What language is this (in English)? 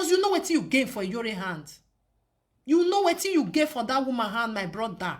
Nigerian Pidgin